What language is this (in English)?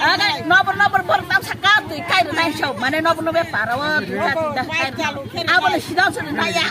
Kok Borok